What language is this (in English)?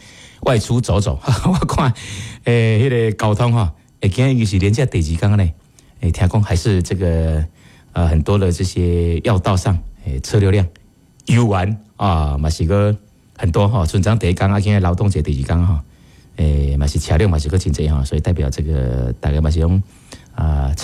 Min Nan Chinese